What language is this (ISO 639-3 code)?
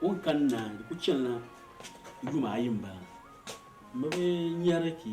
dag